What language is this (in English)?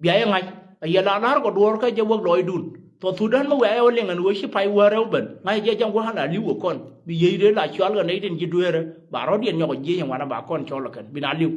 Nuer